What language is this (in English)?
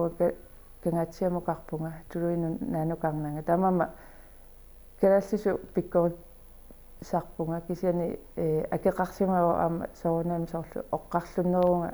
Kalaallisut